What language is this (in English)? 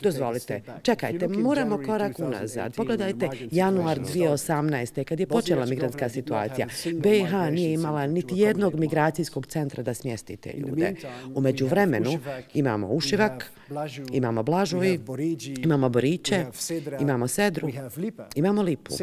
Bosnian